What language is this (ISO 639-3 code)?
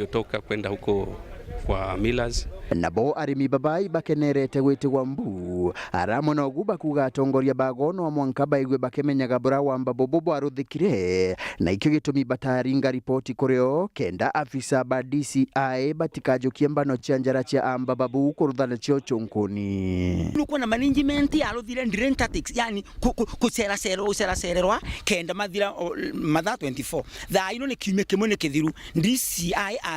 mer